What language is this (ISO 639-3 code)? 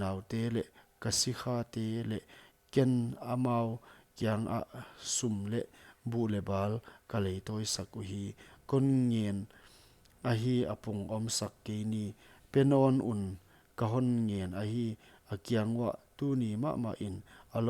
pck